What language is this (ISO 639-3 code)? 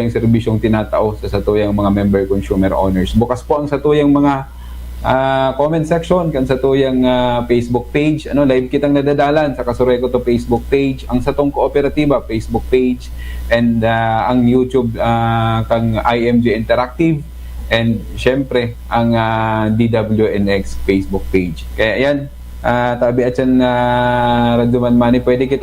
bik